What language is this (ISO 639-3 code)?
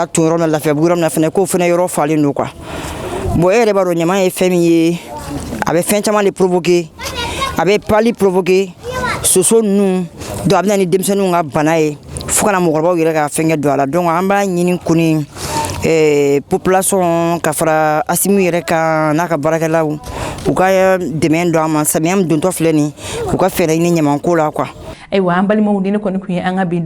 bam